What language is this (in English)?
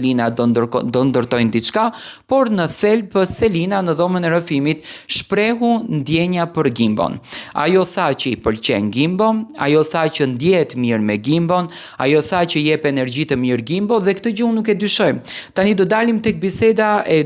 Albanian